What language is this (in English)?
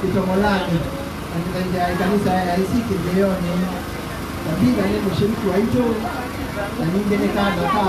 Kamba